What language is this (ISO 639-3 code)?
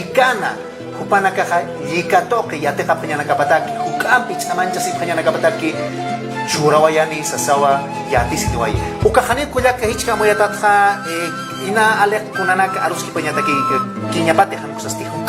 aym